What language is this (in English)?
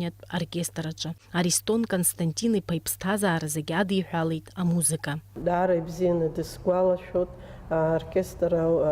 Abkhazian